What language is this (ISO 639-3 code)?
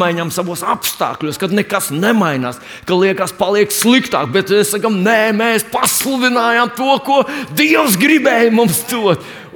lav